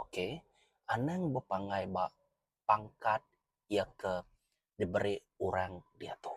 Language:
Iban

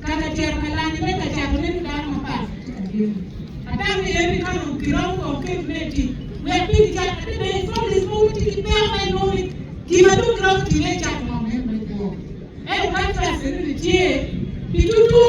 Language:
Acoli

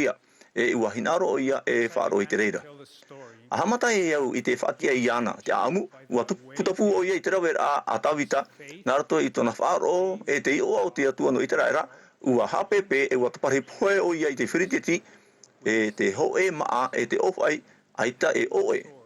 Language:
Tahitian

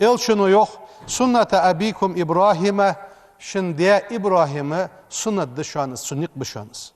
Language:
Ingush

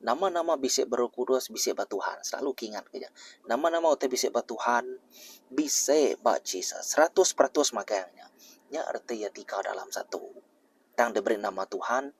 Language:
Iban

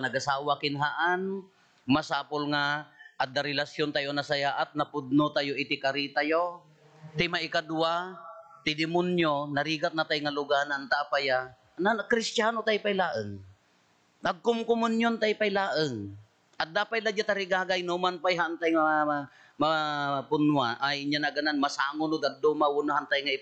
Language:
Iloko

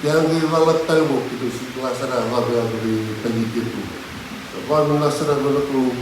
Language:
Fijian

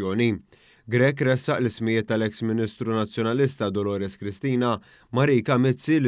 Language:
Maltese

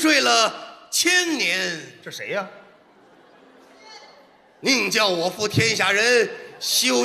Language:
Chinese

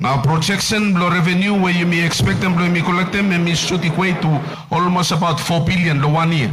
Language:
Bislama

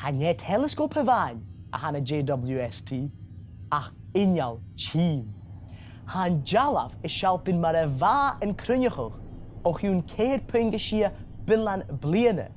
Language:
Scottish Gaelic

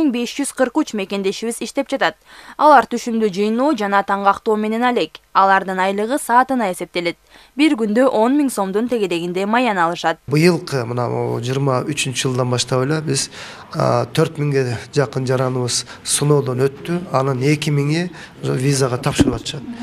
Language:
Kyrgyz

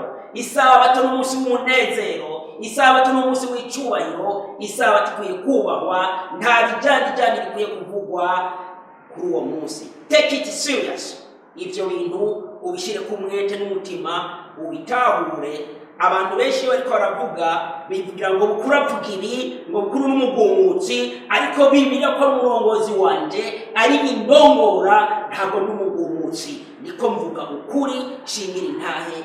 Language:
Rundi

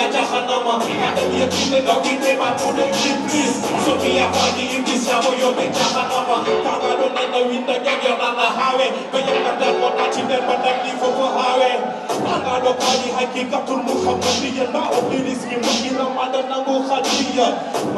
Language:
Fula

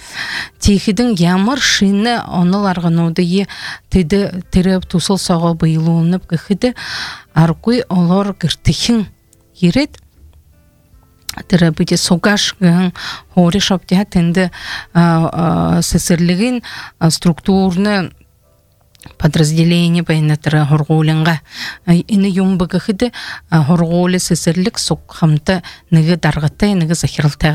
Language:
Buriat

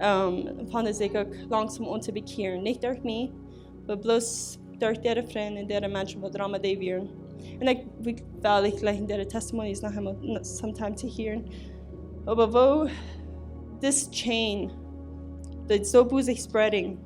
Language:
Plautdietsch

